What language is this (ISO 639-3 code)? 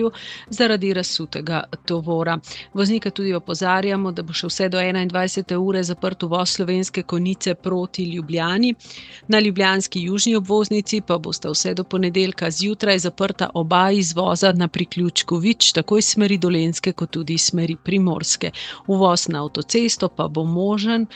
slv